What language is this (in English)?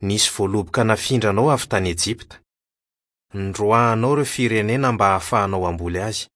Malagasy